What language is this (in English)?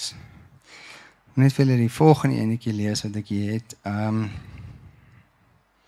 Afrikaans